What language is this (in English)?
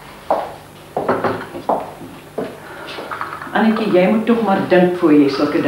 Afrikaans